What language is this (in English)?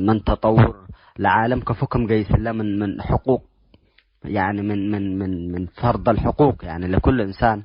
Tigre